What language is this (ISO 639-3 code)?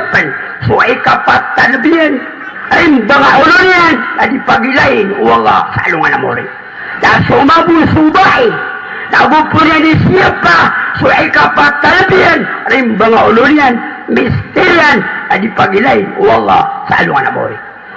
mrw